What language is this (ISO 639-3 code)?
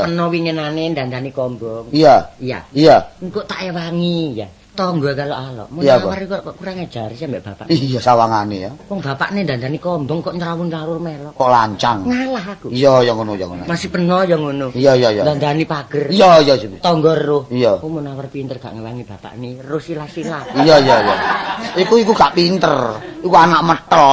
jav